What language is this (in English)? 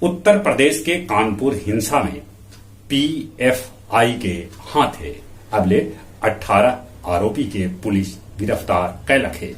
Magahi